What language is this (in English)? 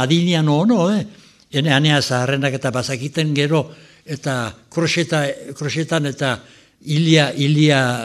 Basque